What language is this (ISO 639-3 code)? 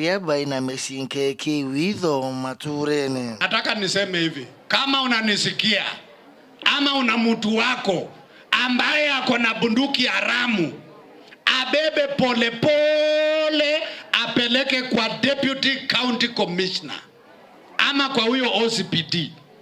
mer